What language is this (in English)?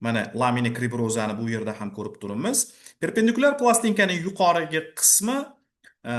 Uzbek